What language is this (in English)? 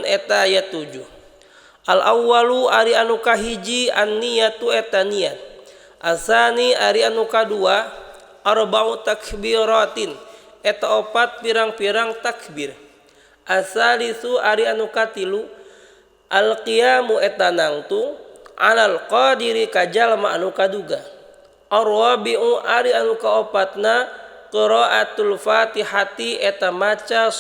Sundanese